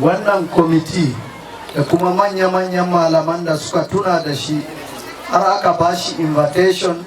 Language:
Hausa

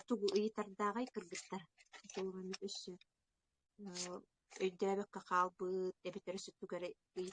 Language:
Yakut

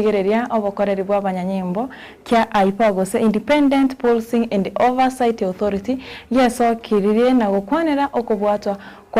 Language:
Gusii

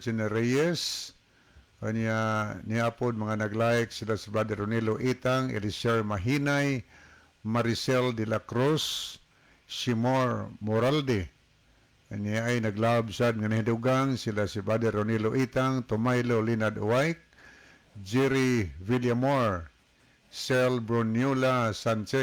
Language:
Cebuano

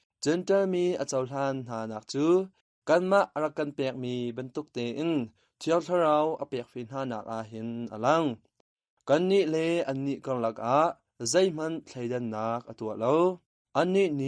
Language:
Hakha Chin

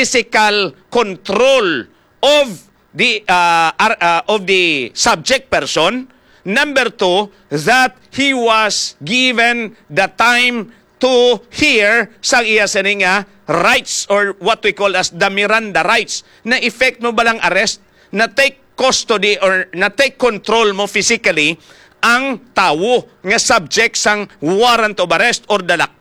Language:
Hiligaynon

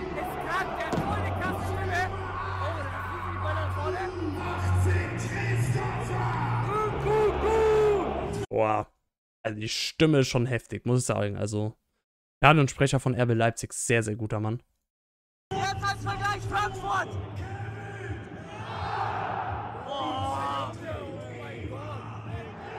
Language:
German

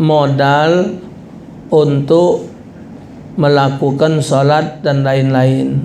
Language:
Musi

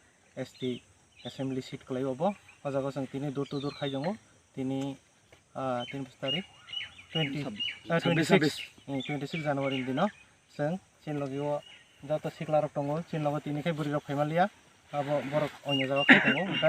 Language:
Kok Borok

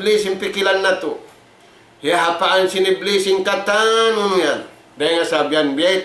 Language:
Tausug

